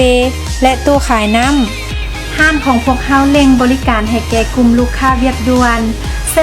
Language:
Lao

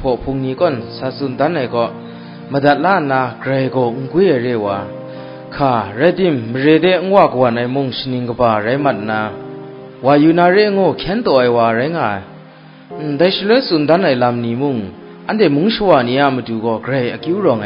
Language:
Kachin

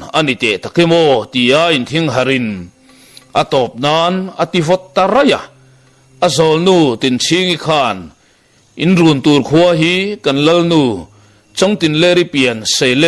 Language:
Mizo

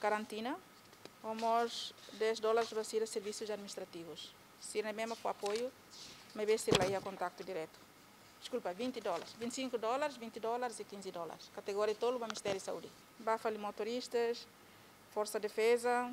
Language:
Tetum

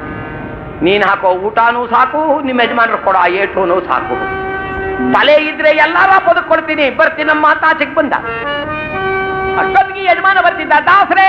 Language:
Kannada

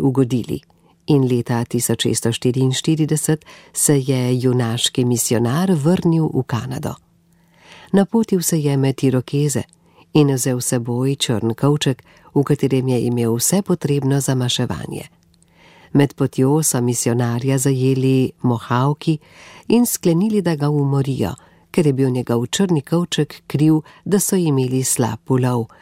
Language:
Slovenian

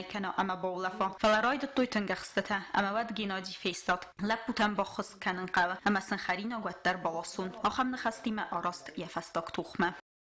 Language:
Ossetic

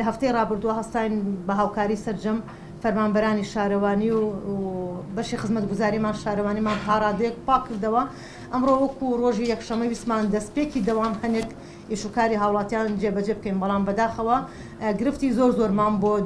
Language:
Central Kurdish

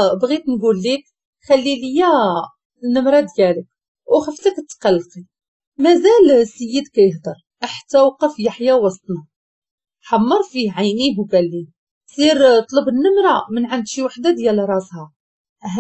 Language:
Moroccan Arabic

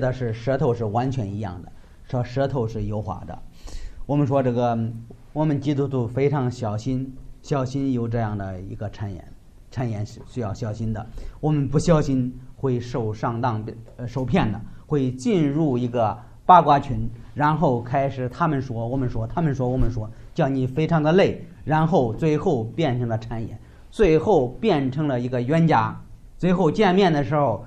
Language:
Chinese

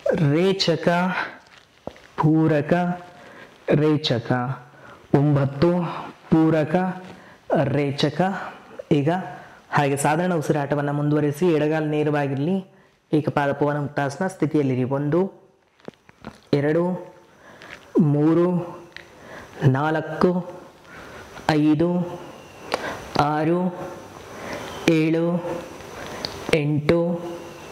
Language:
Kannada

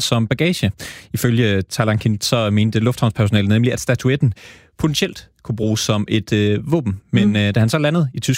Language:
Danish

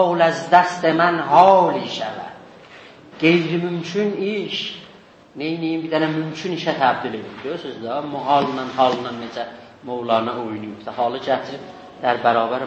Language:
South Azerbaijani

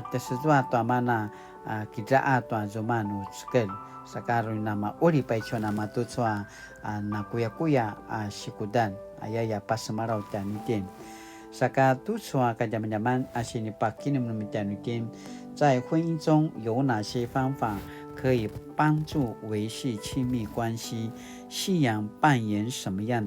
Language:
Paiwan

